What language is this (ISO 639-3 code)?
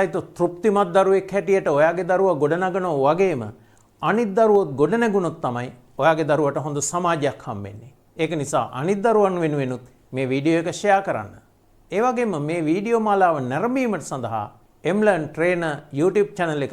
sin